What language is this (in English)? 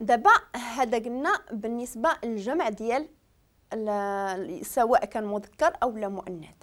Moroccan Arabic